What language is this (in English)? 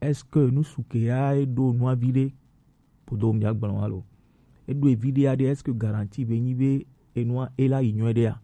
Gen